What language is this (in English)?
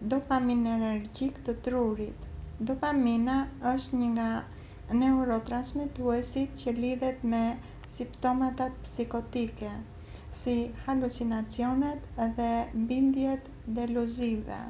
Albanian